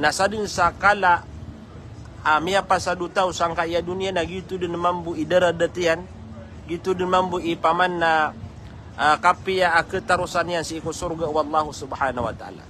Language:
Maranao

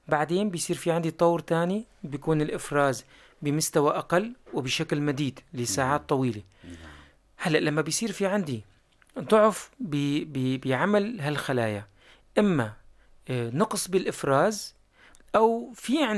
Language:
North Levantine Arabic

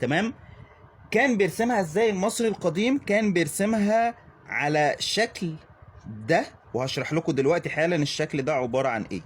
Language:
Egyptian Arabic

